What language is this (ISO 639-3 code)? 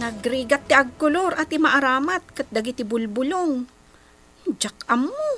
ilo